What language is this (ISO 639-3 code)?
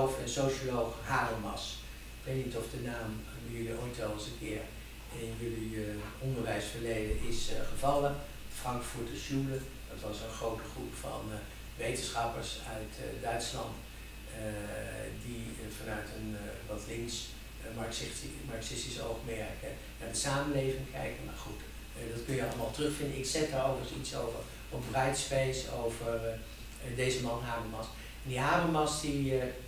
nld